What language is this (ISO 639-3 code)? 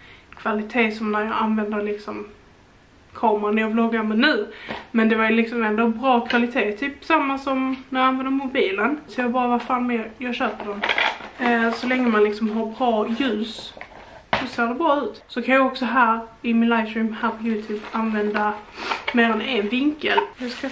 swe